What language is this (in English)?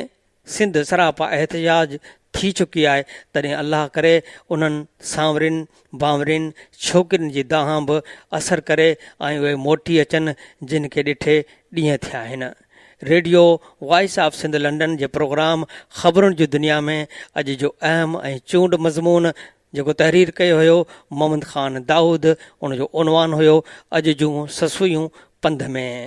Sindhi